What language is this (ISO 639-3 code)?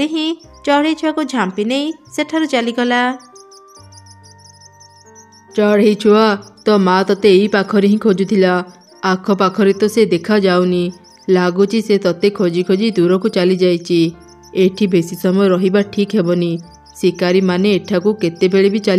ori